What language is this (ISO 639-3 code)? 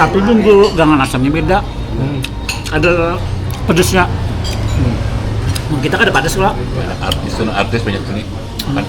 bjn